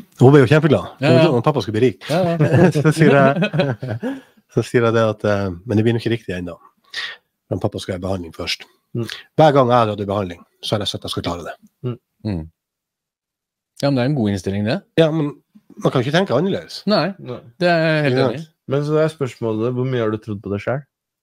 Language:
Norwegian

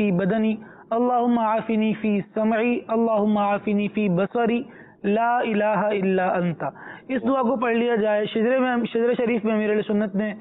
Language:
Urdu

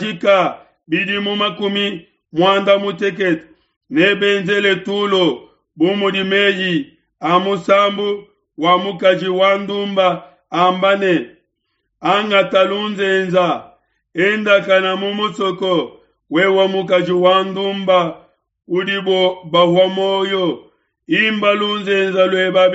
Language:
Luba-Lulua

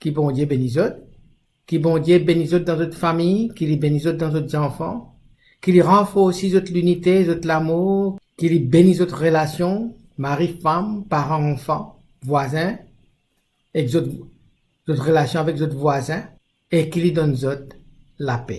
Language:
Morisyen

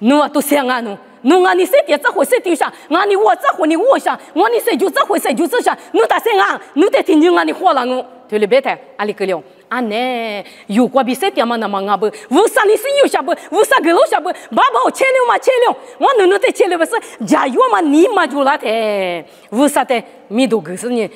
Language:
Lisu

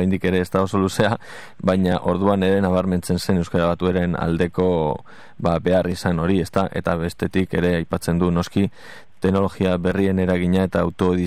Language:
Basque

